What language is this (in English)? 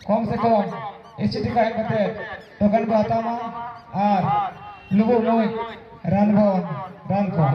Santali